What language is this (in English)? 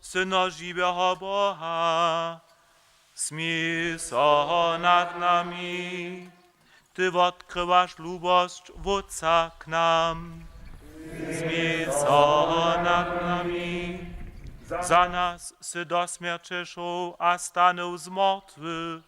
Upper Sorbian